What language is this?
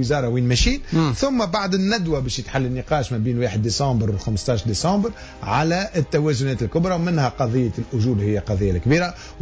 Tunisian Arabic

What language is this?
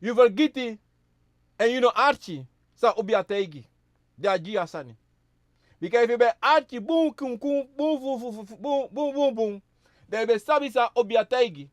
Sranan Tongo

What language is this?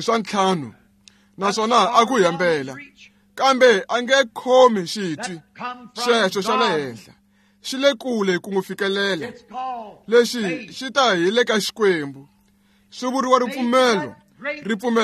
Tsonga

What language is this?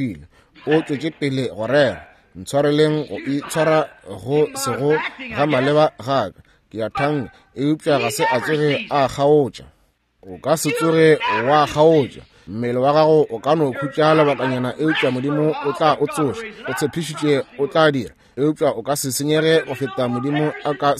Northern Sotho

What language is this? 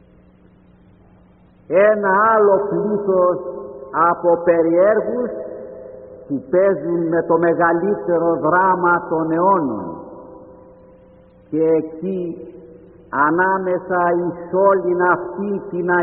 Greek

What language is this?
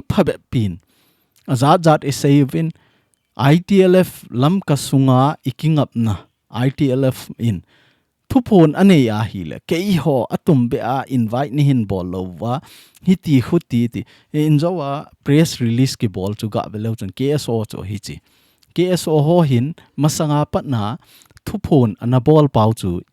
Thado Chin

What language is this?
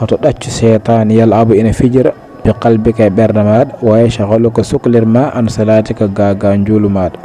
Fula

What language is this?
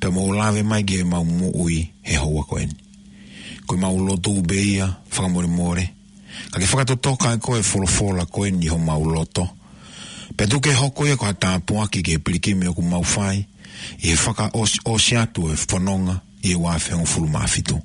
Tongan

